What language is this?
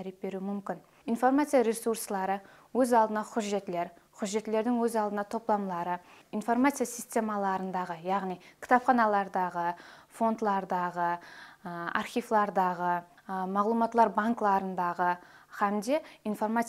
Kara-Kalpak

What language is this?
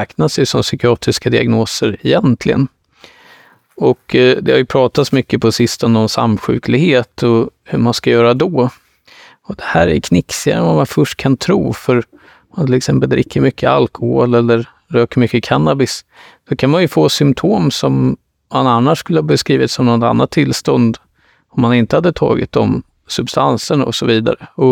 Swedish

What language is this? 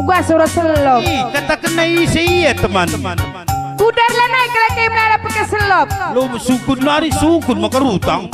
Batak Karo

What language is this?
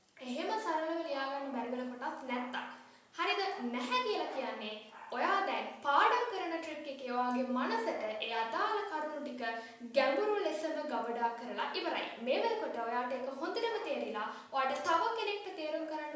Sinhala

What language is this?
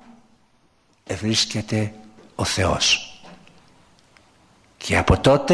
Greek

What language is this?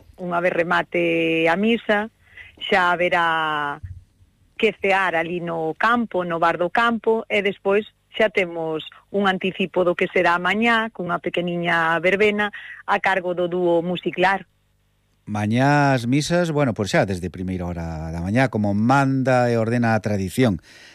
Galician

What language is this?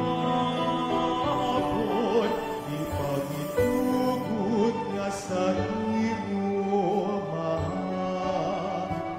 Hiligaynon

